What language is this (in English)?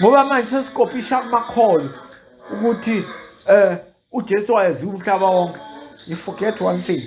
Zulu